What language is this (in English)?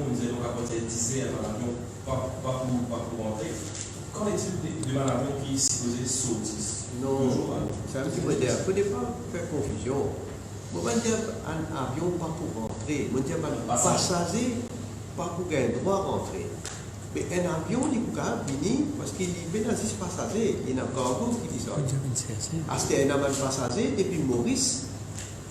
Morisyen